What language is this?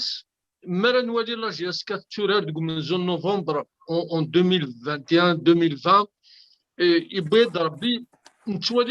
Kabyle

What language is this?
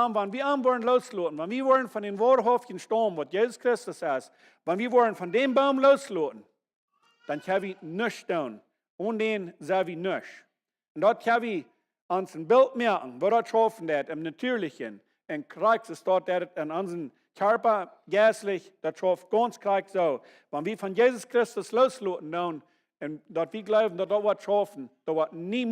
Plautdietsch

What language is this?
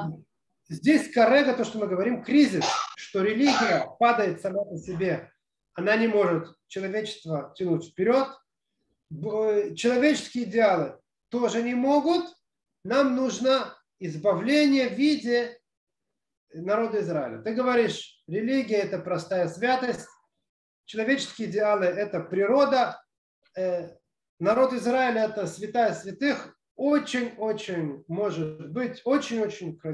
Russian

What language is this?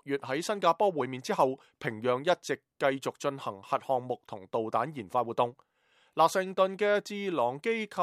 Cantonese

